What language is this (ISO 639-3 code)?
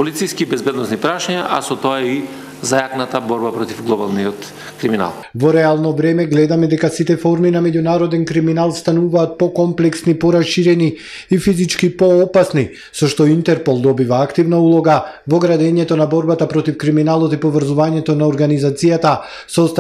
mkd